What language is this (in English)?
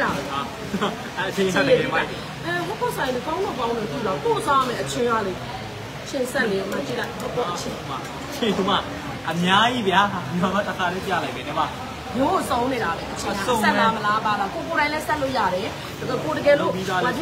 Burmese